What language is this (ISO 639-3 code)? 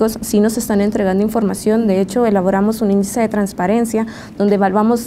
spa